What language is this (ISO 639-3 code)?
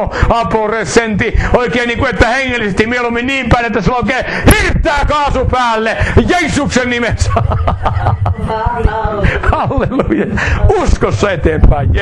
fin